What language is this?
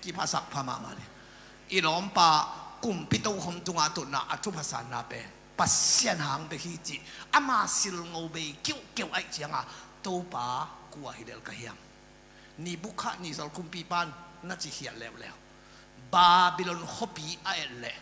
Tedim Chin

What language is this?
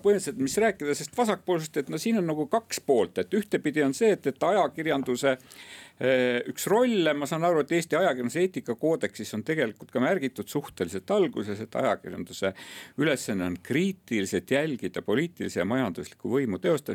Estonian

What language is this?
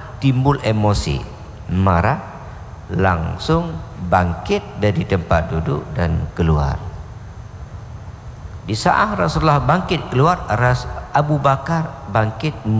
Indonesian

